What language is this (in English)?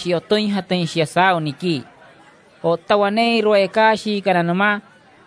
Wayuu